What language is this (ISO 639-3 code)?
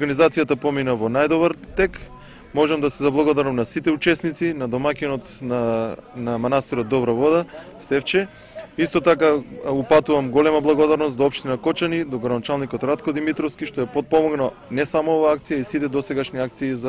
mkd